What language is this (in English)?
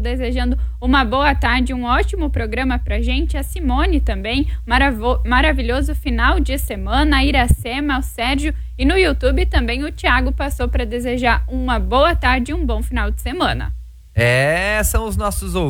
Portuguese